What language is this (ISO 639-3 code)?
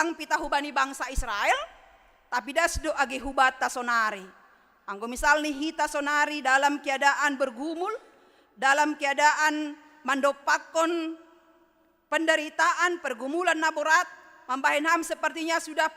bts